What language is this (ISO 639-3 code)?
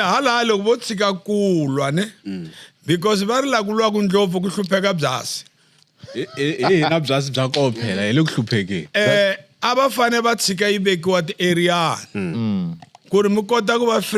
tso